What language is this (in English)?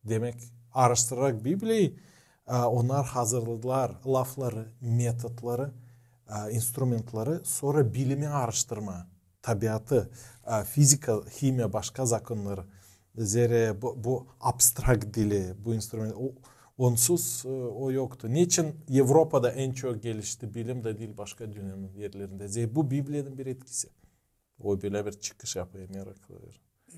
Gagauz